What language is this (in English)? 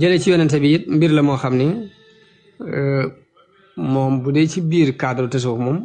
Wolof